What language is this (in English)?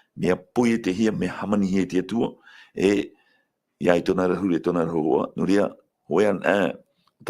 Tahitian